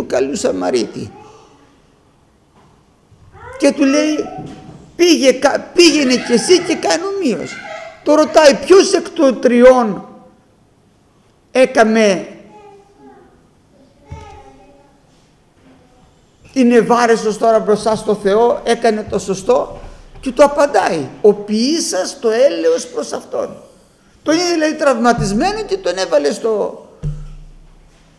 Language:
Greek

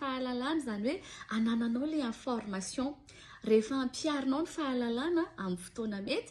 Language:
Malagasy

